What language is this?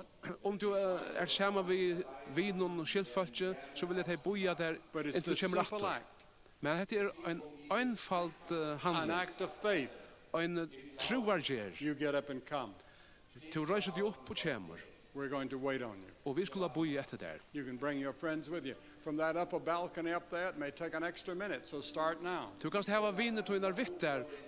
Faroese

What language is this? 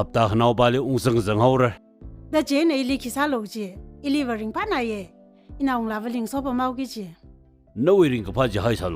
Tangkhul Naga (India)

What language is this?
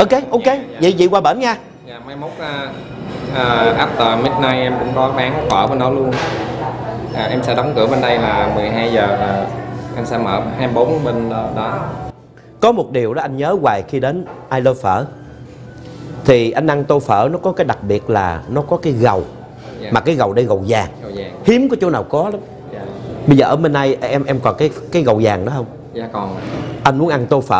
Vietnamese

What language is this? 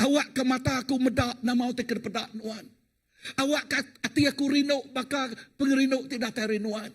Iban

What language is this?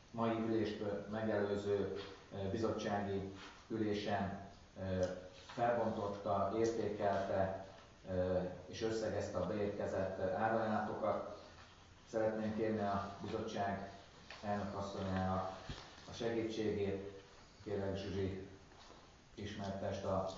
Hungarian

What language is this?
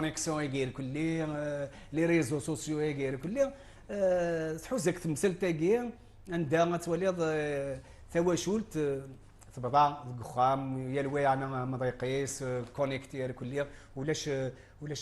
Kabyle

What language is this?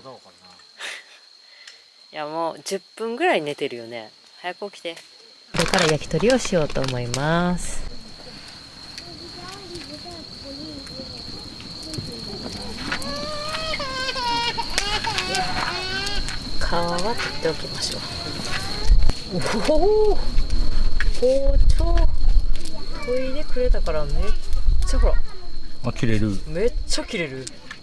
Japanese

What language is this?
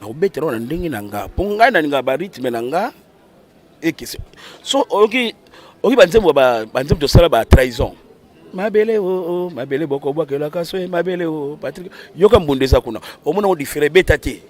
Lingala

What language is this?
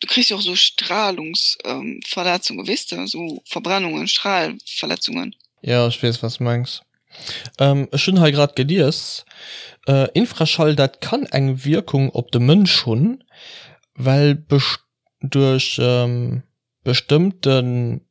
Luxembourgish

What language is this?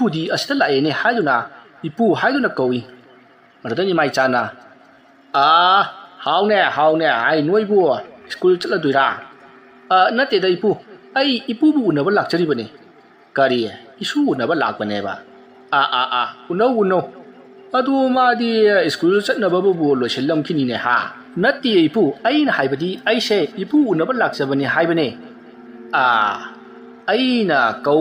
Manipuri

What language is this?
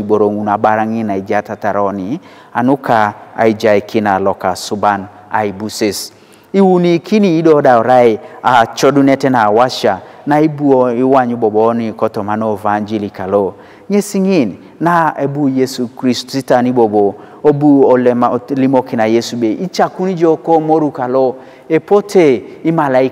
Teso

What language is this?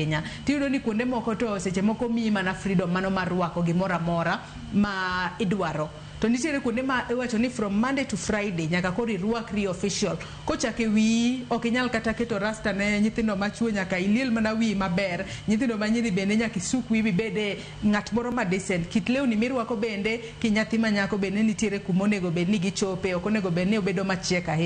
Luo (Kenya and Tanzania)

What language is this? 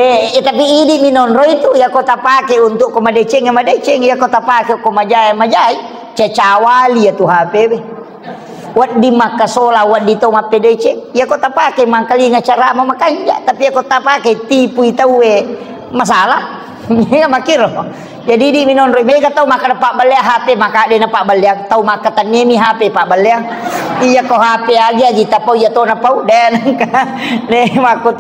Buginese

